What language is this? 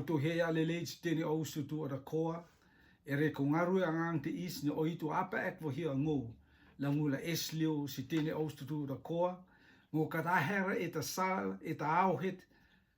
Rotuman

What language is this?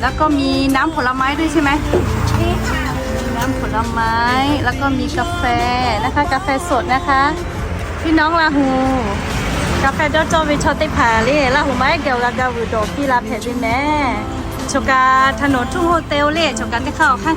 Lahu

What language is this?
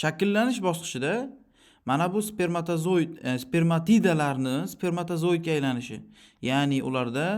Uzbek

